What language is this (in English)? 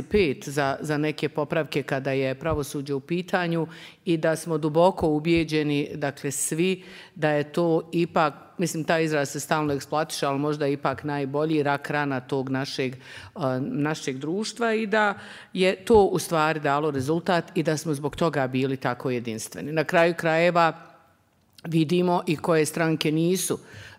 Bosnian